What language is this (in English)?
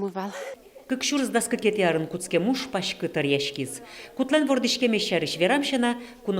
Udmurt